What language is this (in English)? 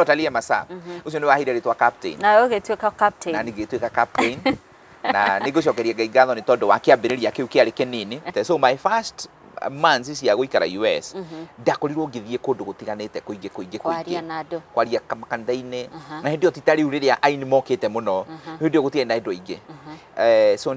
Kikuyu